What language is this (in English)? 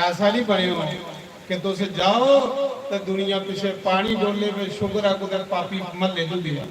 Dogri